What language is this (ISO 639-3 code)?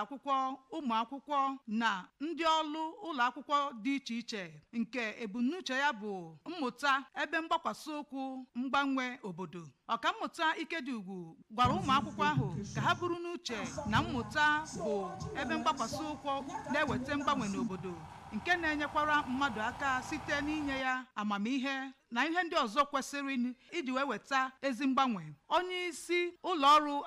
ibo